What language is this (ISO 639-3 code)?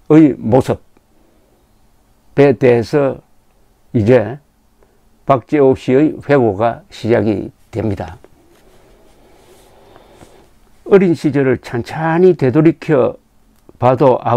kor